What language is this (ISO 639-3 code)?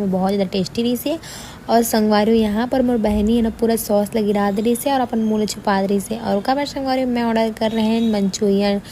hne